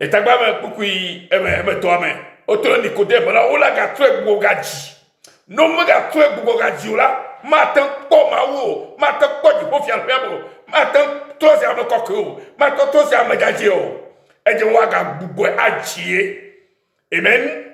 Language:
Ewe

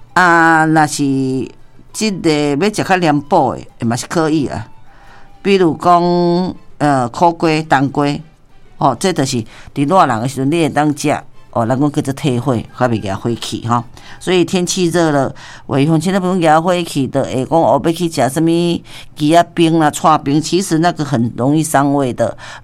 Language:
Min Nan Chinese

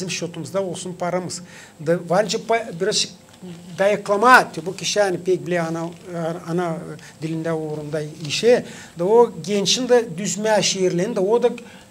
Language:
Gagauz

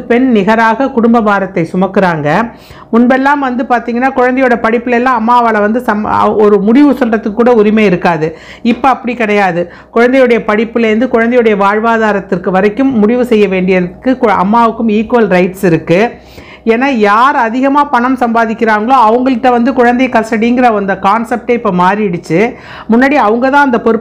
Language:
Tamil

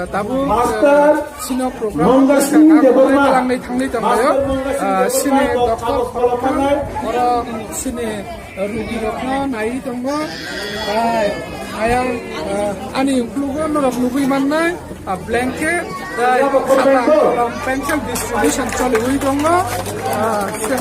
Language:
Kok Borok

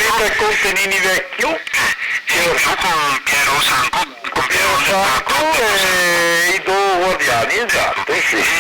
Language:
Venetian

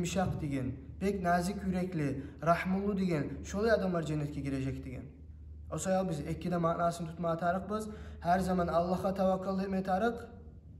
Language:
Kumyk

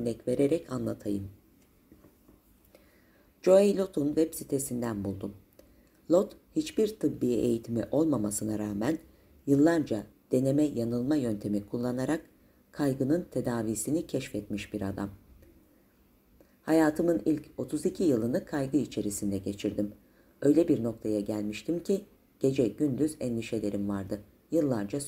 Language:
Turkish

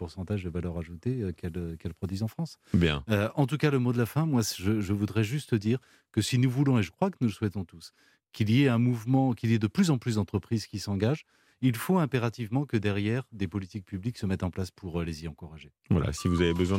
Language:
French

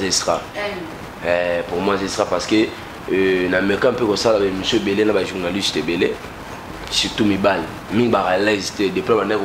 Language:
Lingala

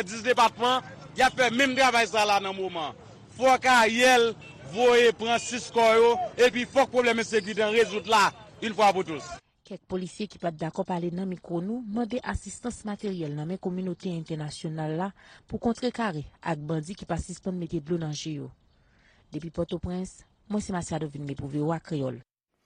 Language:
Haitian Creole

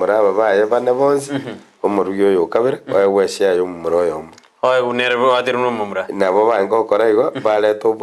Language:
Gusii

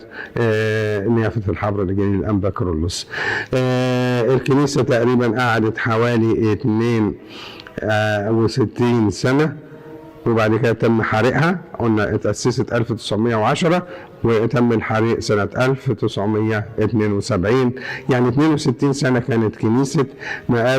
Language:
Egyptian Arabic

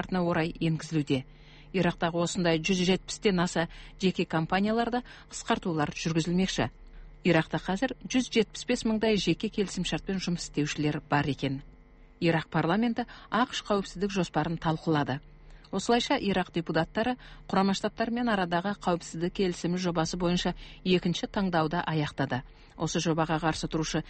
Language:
Kazakh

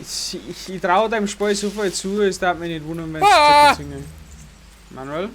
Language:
Bavarian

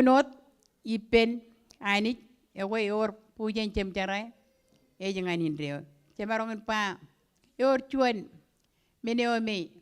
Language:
Marshallese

